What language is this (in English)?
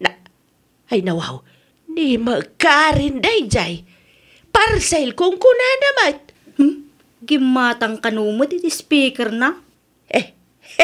Iloko